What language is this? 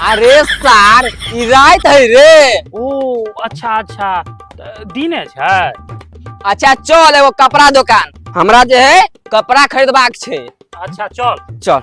Maithili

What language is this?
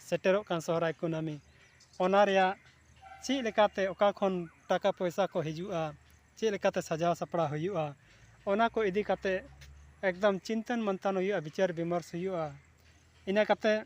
Santali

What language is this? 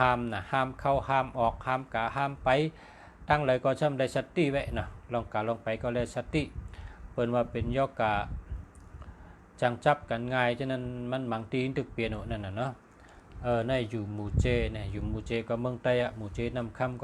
Shan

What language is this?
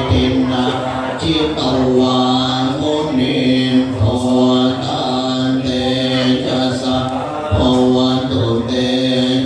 Pali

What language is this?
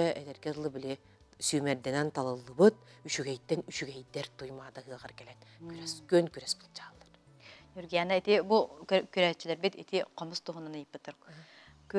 Yakut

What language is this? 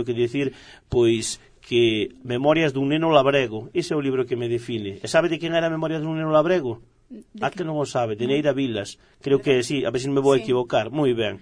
Galician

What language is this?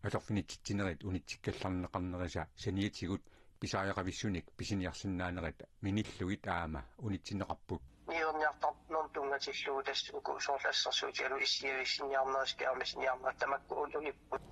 Kalaallisut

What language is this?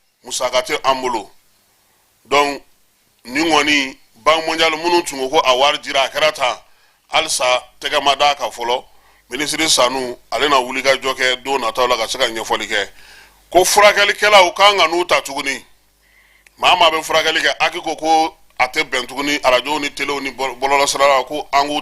Bambara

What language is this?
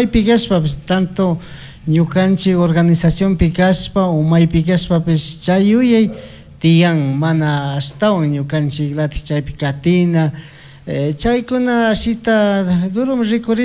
Chimborazo Highland Quichua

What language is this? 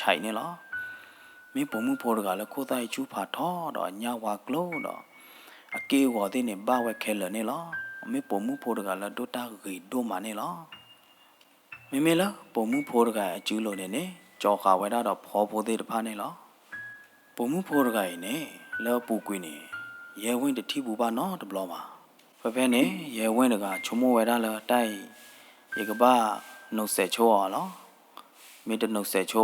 S'gaw Karen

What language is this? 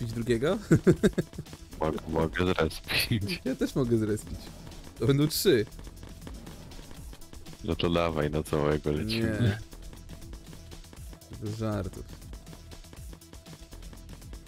Polish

